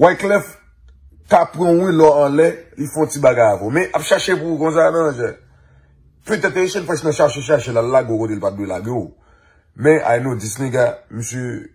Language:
Haitian Creole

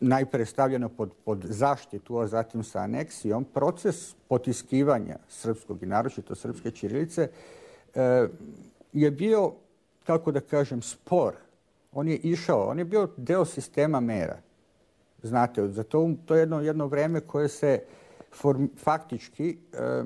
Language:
Serbian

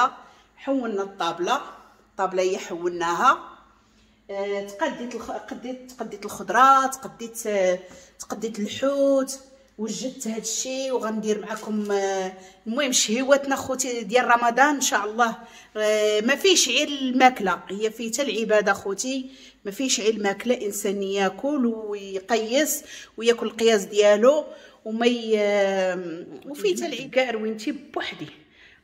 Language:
Moroccan Arabic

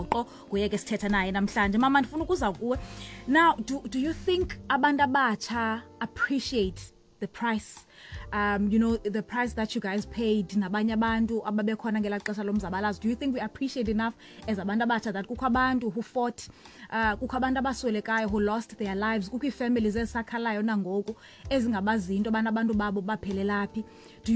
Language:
Xhosa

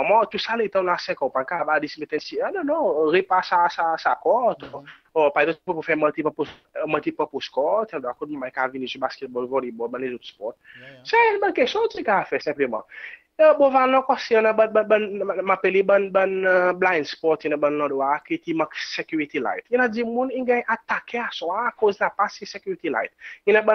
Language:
Seselwa Creole French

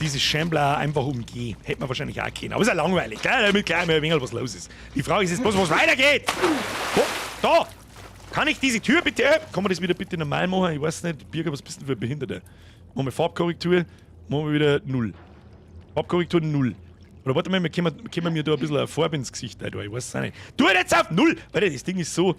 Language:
Bavarian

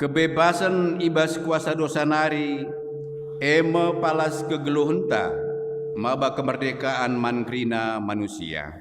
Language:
Batak Karo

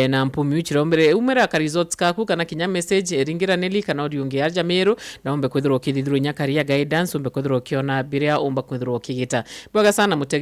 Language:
Meru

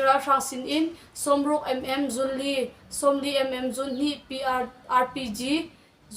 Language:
Hakha Chin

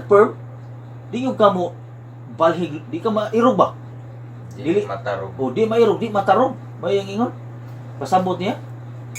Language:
Cebuano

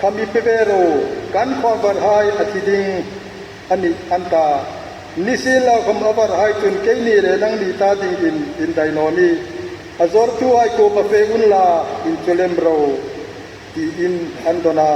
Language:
Hmar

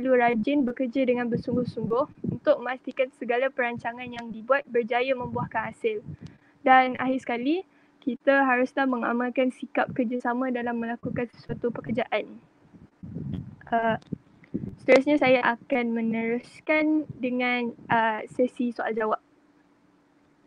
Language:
Malay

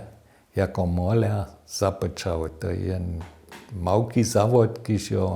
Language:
Upper Sorbian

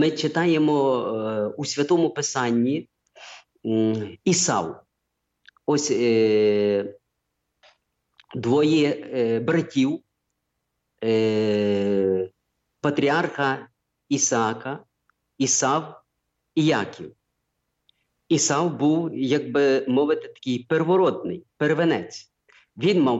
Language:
Ukrainian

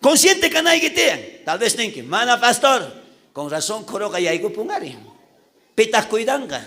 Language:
South Bolivian Quechua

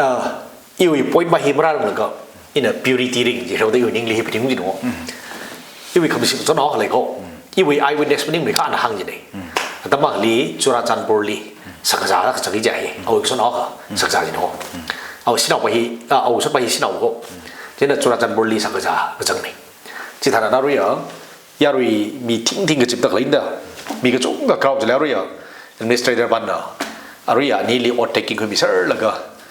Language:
Tangkhul Naga (India)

